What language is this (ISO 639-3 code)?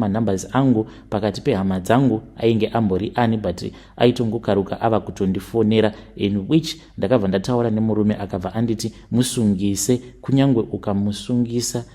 sna